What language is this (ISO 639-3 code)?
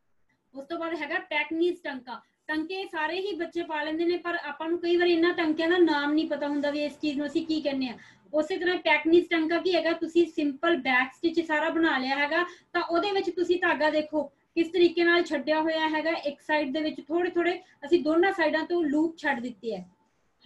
pan